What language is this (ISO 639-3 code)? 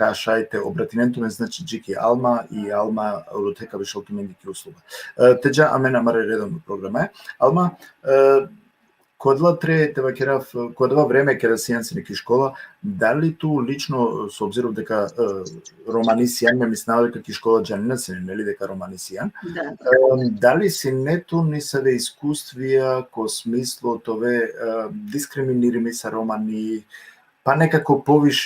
rmn